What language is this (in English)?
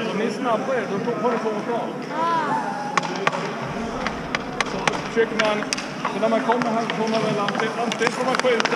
Swedish